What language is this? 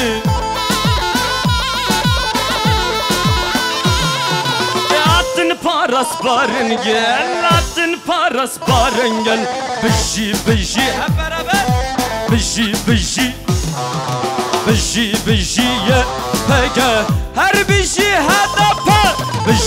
Turkish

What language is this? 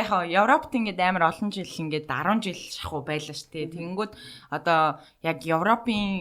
Mongolian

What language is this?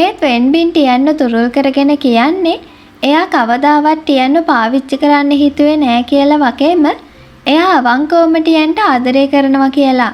Sinhala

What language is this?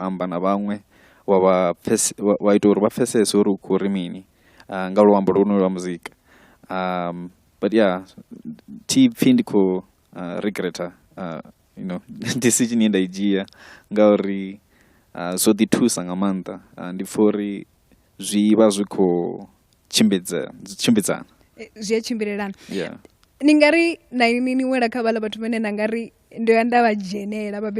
Venda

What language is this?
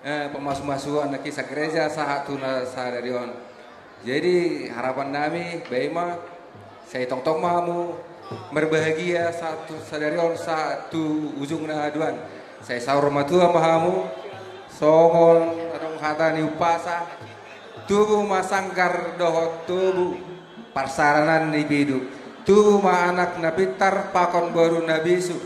Batak Simalungun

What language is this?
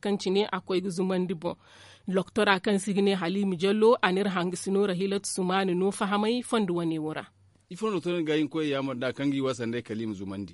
Zarma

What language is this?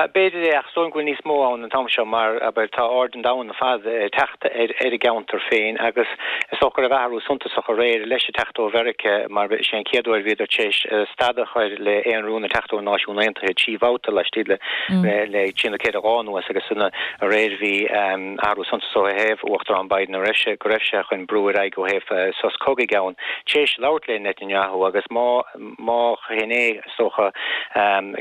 Irish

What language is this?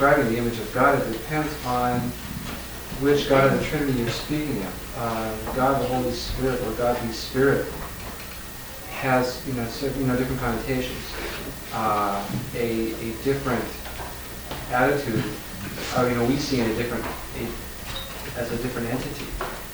English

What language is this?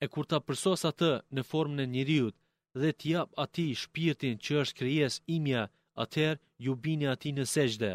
Albanian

